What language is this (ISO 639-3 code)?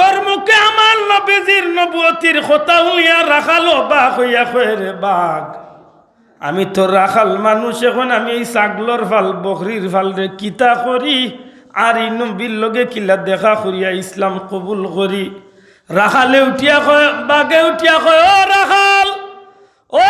syl